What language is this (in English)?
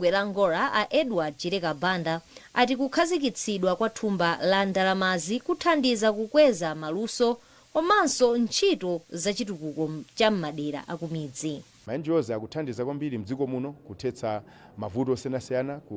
Nyanja